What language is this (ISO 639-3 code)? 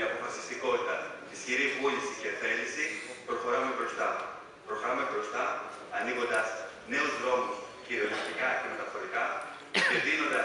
ell